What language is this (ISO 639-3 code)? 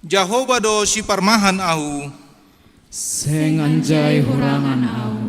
bts